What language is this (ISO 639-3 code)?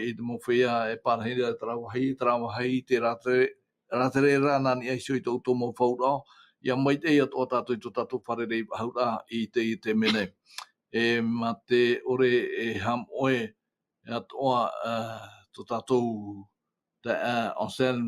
tah